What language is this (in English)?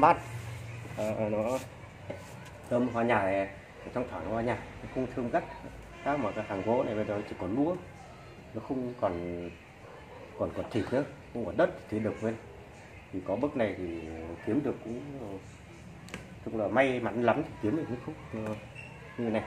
Vietnamese